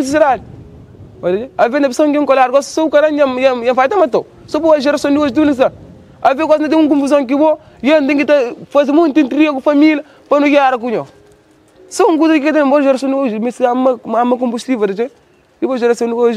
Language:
Kabuverdianu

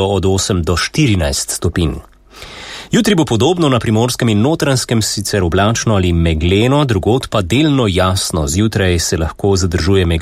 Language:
Slovenian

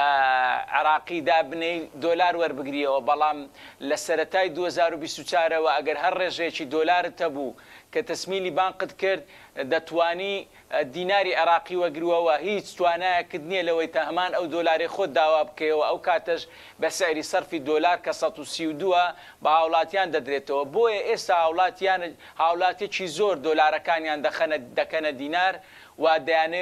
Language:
Central Kurdish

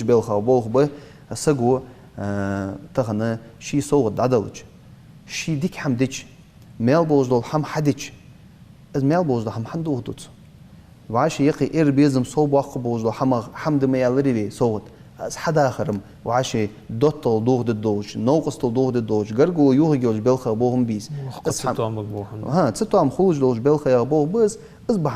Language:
Ingush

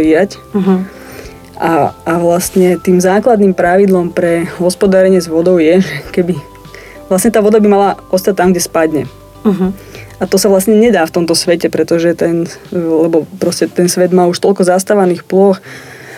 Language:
Slovak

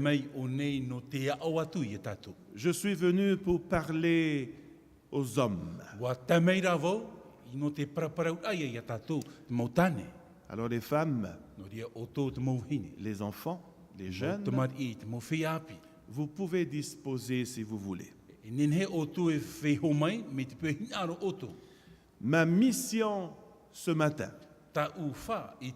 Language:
Tahitian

